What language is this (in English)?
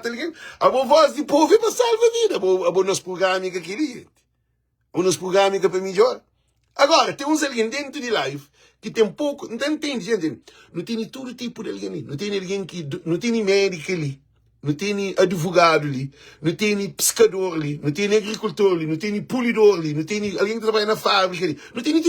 Kabuverdianu